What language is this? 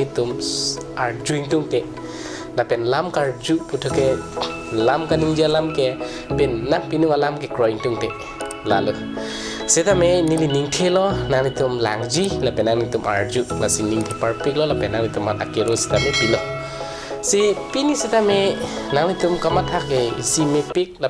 Karbi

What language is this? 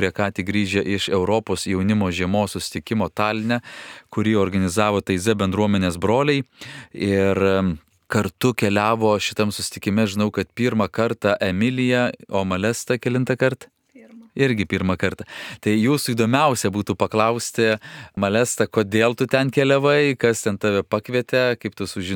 Lithuanian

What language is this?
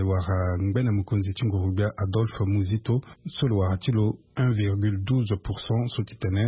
Sango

